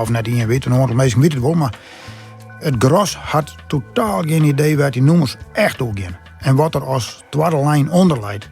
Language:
Western Frisian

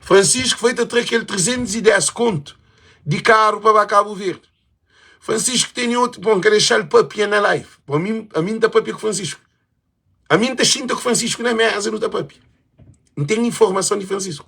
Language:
Kabuverdianu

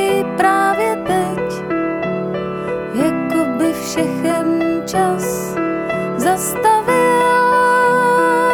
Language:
Czech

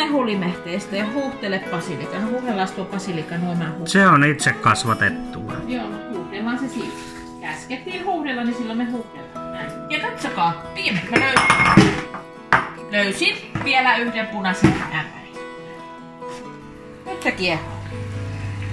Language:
Finnish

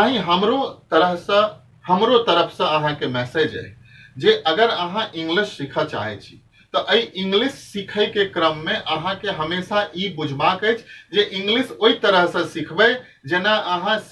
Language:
Maithili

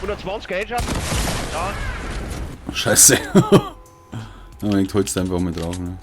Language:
Bavarian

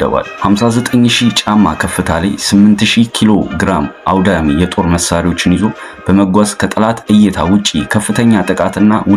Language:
Amharic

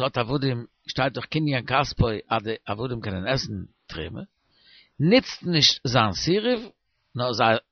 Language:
Yiddish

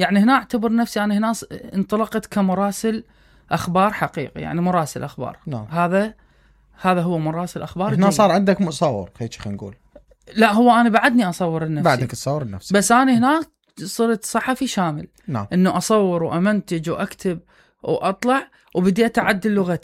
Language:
Mesopotamian Arabic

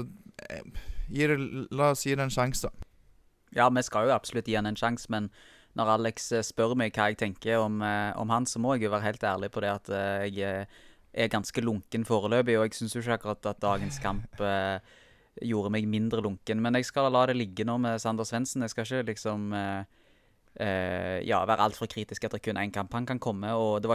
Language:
Norwegian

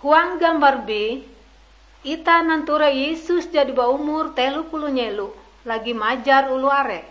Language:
Ngaju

